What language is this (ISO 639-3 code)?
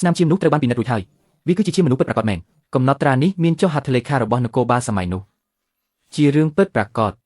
khm